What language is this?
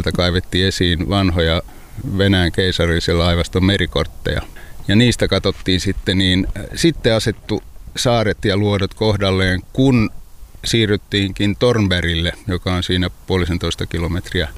Finnish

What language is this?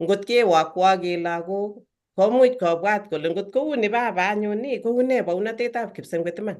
Kalenjin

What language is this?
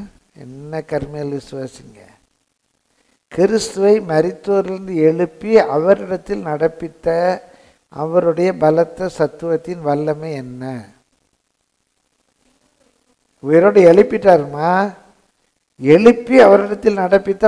Tamil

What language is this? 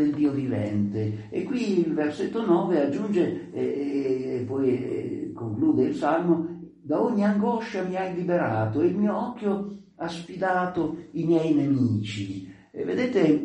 Italian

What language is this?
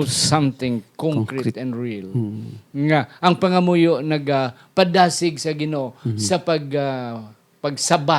Hiligaynon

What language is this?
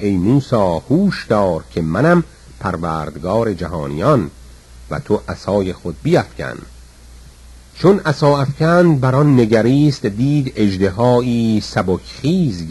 Persian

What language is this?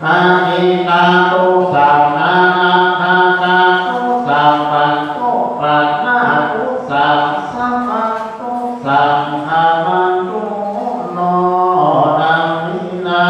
Pali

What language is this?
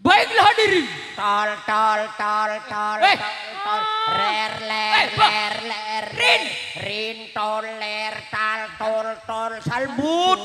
Madurese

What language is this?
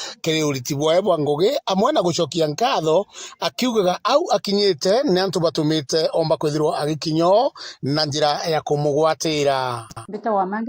Meru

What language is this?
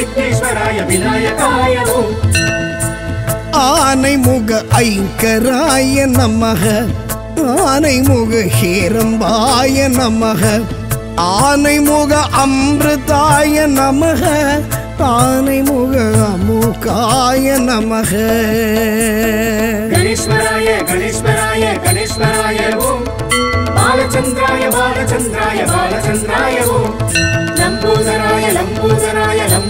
Tamil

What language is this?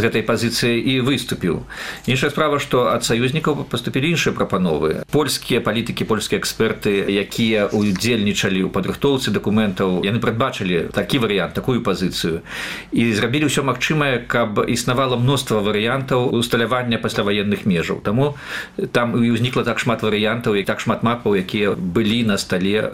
Belarusian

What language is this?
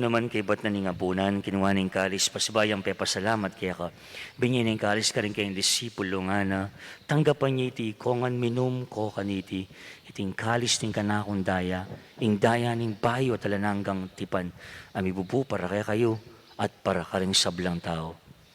Pampanga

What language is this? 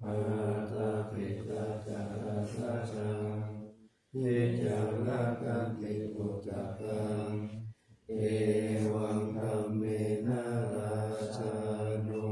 Pali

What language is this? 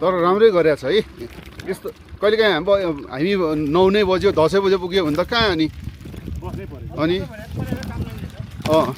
Nepali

